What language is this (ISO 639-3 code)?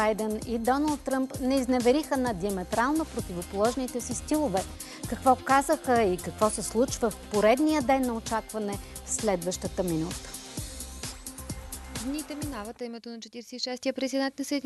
bul